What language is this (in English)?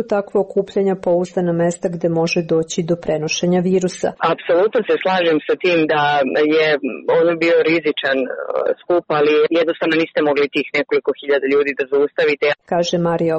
Serbian